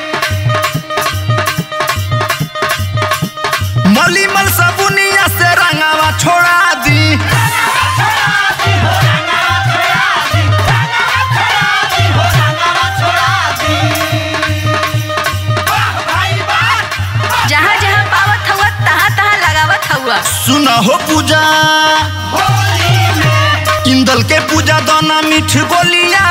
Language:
Bhojpuri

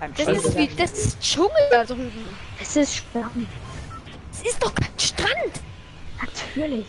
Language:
Bavarian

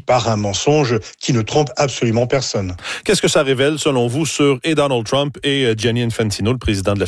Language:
French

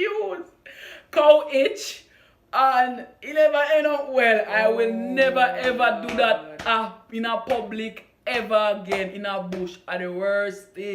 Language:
Jamaican Creole English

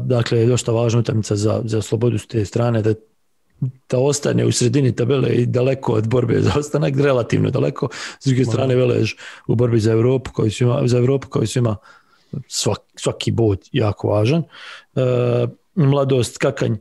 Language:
Bosnian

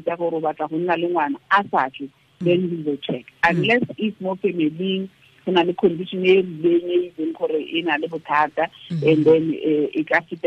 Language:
Tswana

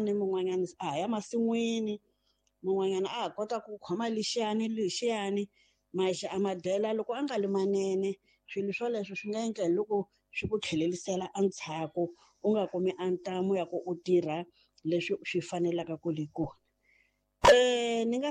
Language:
Tsonga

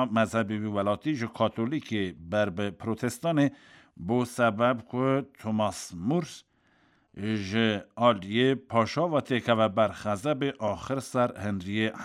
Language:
Kurdish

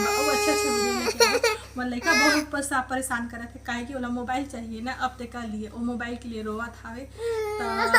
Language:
Chhattisgarhi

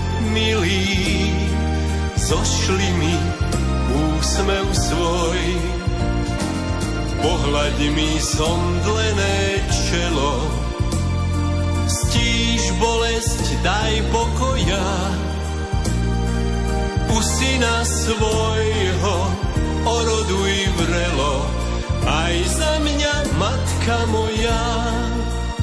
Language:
Slovak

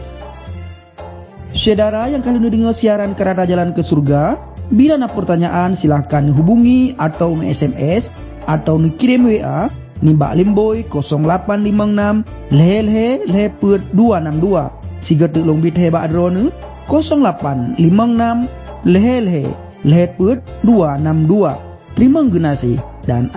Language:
Achinese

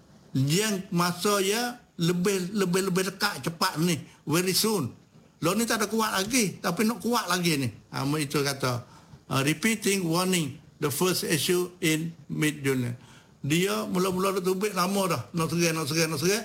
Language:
Malay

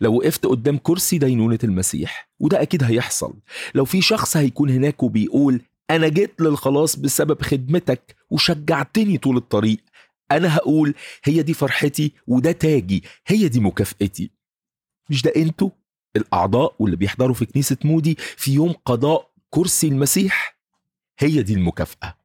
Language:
Egyptian Arabic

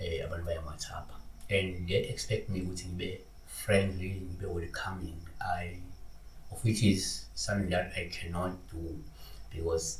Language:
Zulu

